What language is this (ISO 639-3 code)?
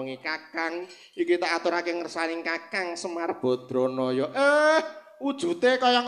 jav